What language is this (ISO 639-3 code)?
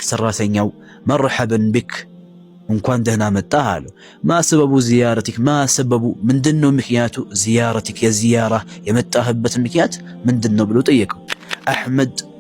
amh